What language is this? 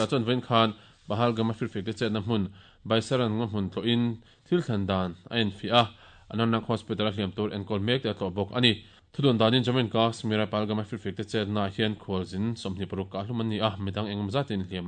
Mizo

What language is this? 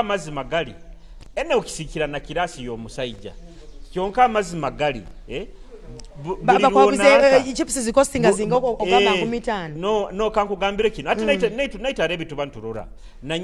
Nyoro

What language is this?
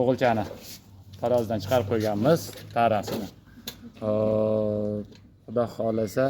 Uzbek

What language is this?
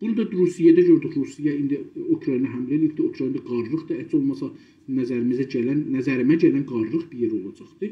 South Azerbaijani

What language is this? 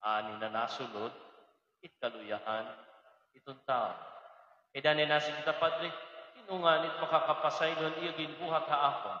Waray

